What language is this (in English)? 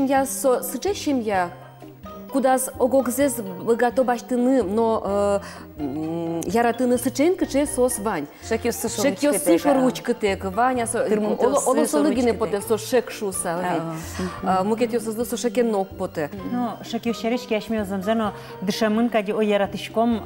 Udmurt